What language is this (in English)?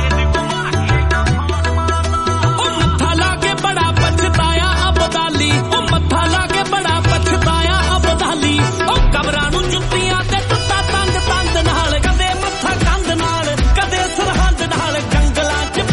Punjabi